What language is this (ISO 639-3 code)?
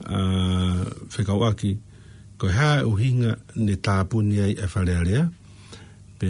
ton